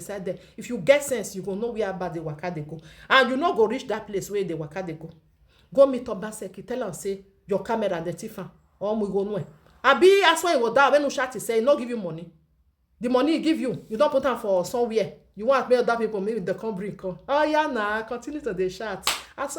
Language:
Nigerian Pidgin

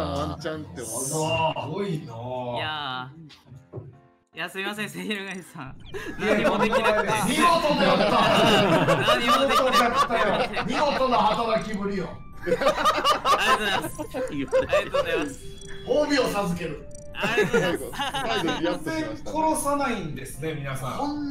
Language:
Japanese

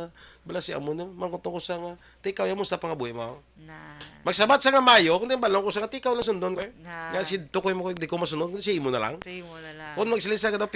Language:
Hiligaynon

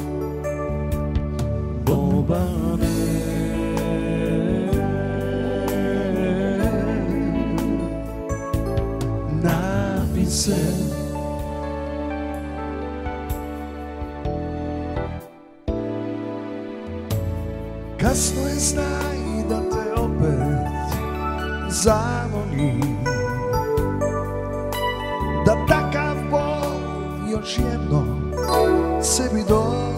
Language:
Serbian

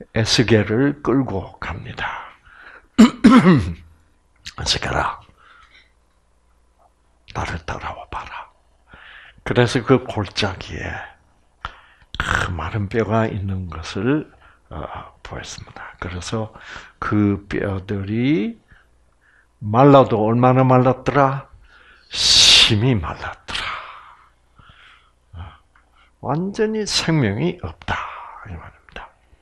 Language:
Korean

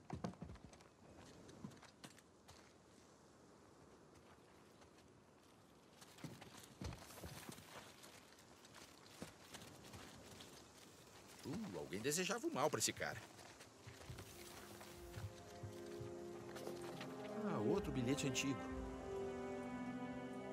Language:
Portuguese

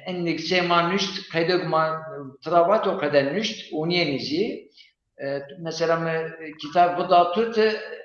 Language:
Zaza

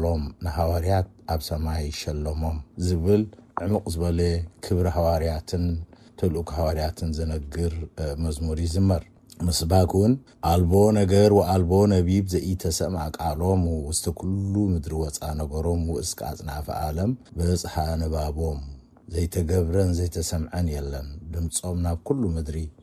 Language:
Tigrinya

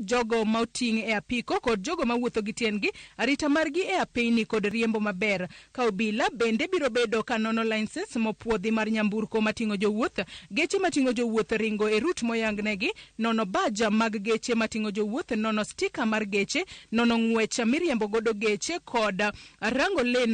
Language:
Luo (Kenya and Tanzania)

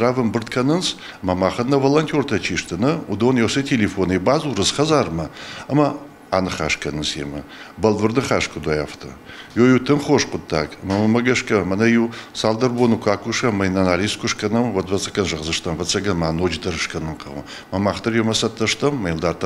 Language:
Ossetic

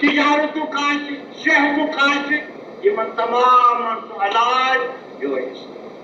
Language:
Kashmiri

